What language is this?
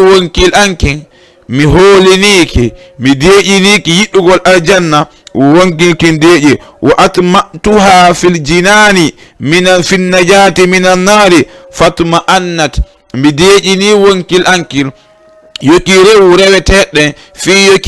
Fula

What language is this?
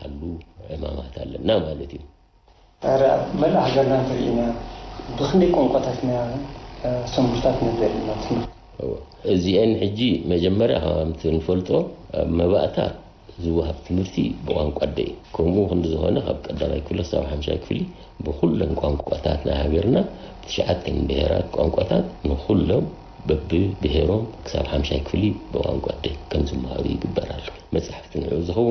Tigrinya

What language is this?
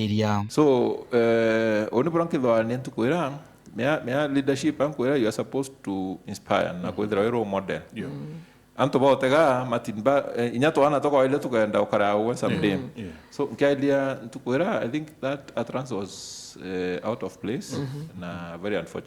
Meru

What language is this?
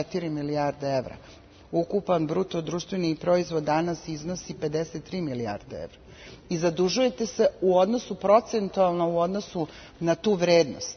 Serbian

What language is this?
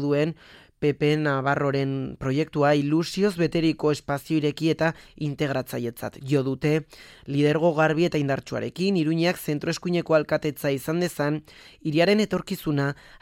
Basque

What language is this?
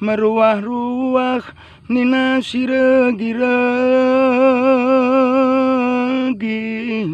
Batak Karo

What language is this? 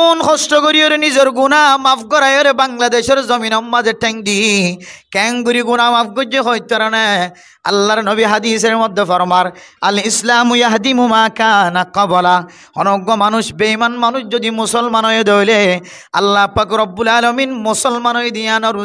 Rohingya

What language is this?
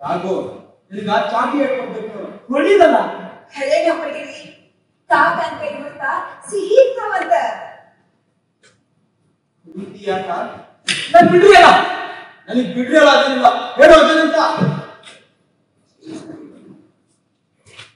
Kannada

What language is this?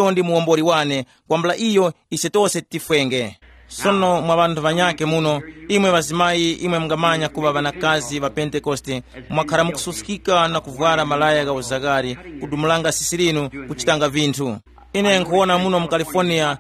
Tumbuka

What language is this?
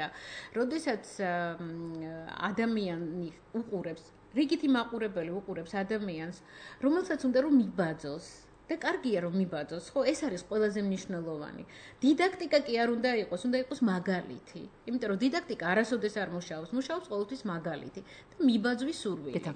Georgian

